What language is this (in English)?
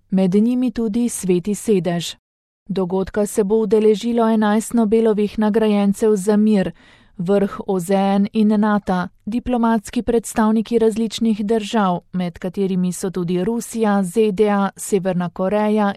Slovenian